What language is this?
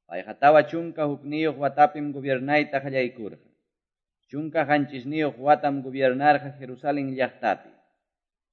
Ayacucho Quechua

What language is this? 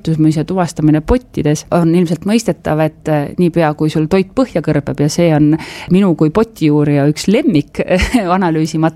Estonian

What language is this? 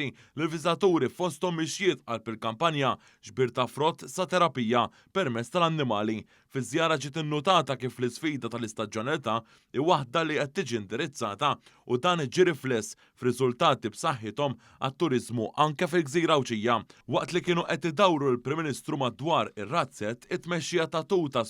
Maltese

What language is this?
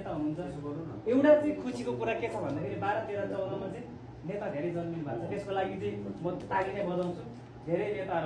Nepali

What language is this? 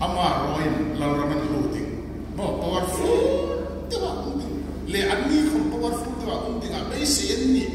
Hmar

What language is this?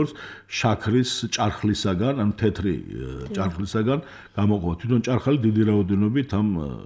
Georgian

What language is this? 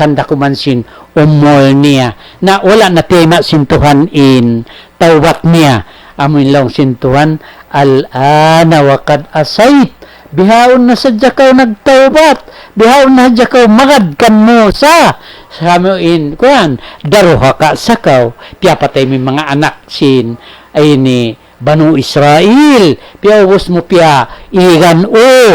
Tausug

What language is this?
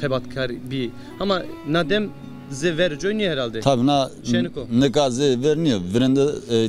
Zaza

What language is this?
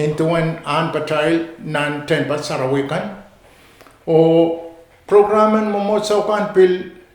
Pohnpeian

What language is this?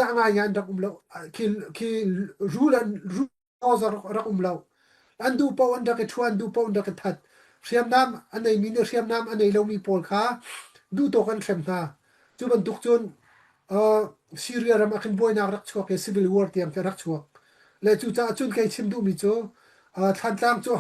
Hakha Chin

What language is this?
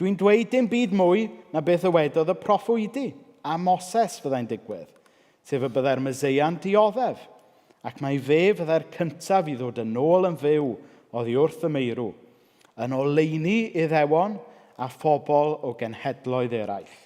Welsh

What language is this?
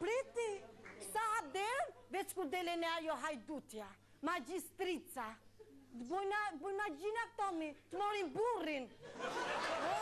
Albanian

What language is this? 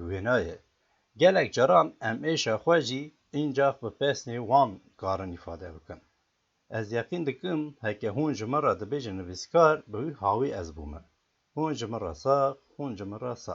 Kurdish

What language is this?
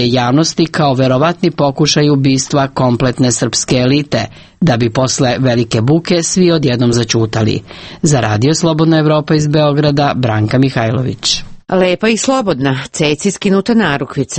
Serbian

